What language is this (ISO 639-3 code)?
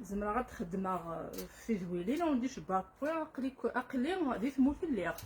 kab